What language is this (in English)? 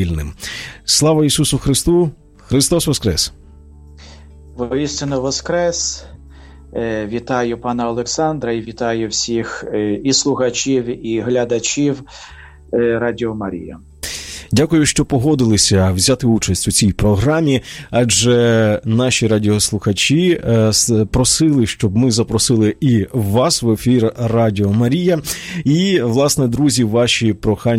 Ukrainian